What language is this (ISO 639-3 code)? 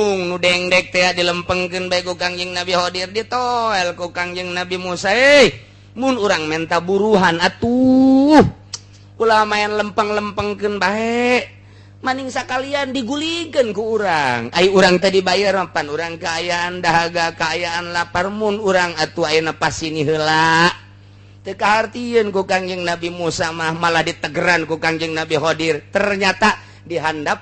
sun